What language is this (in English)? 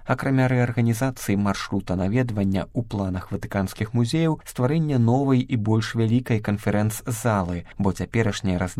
Belarusian